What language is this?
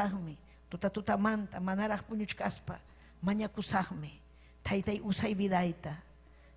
Ayacucho Quechua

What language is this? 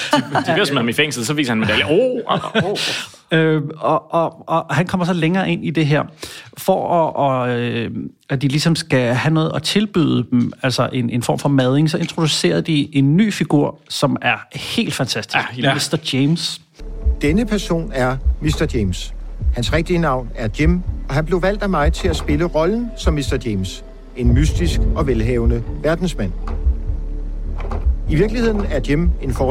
Danish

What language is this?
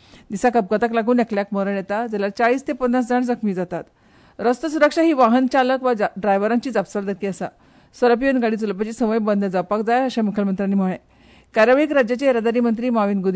Konkani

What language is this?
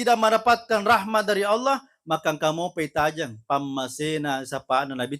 Buginese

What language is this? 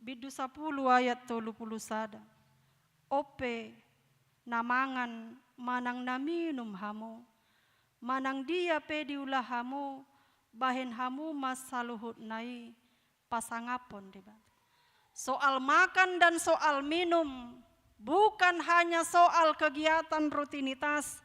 Batak Toba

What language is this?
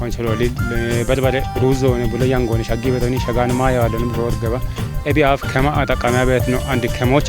Kafa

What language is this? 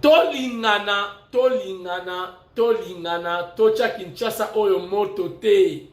Lingala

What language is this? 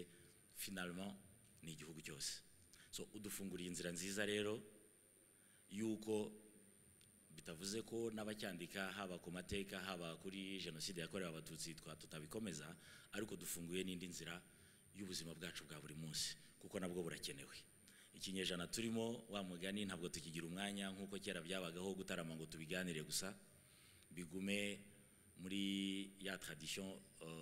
Kinyarwanda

